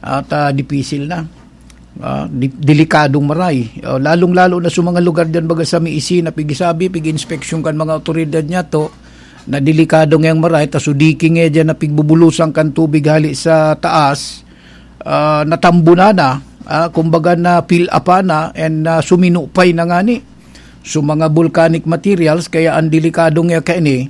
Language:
Bikol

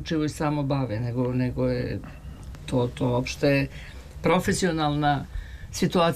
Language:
Serbian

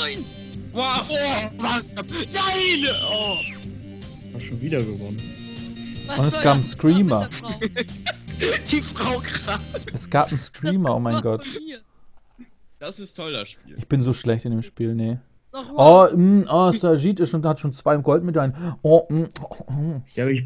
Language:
German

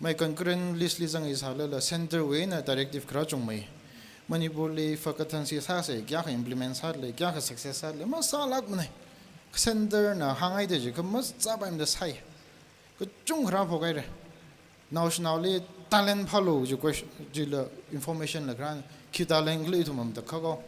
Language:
Tangkhul Naga (India)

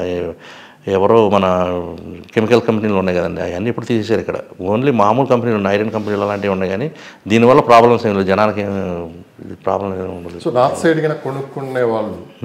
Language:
Telugu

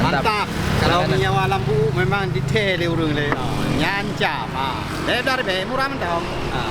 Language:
Achinese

